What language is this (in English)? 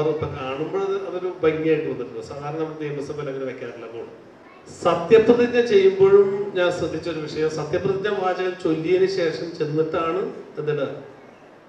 Malayalam